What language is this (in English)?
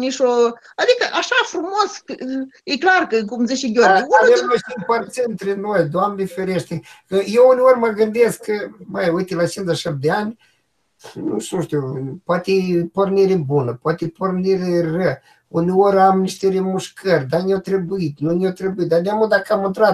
Romanian